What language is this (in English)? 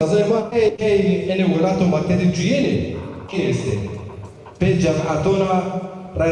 Zaza